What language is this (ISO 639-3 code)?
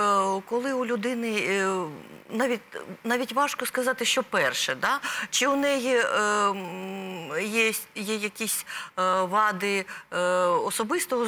ukr